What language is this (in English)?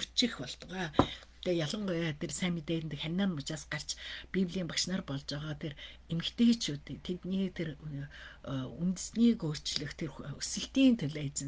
Mongolian